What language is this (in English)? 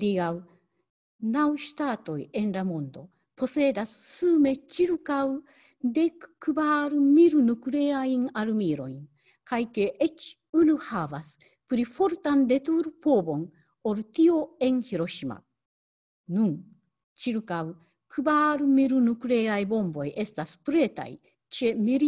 Esperanto